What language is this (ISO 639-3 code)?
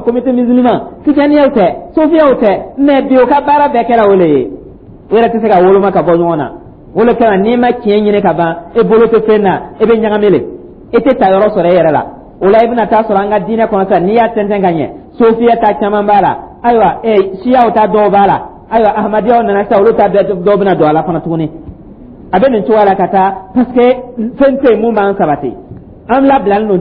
dyu